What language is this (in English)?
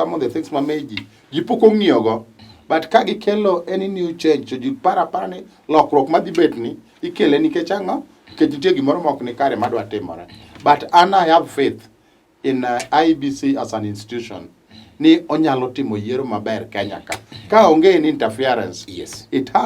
Luo (Kenya and Tanzania)